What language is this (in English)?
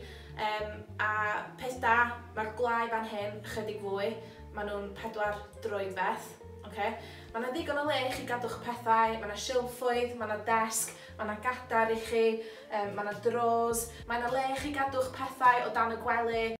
Welsh